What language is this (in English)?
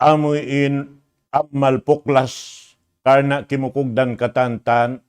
Tausug